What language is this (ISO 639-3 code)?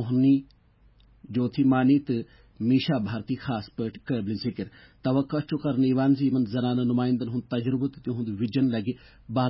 kas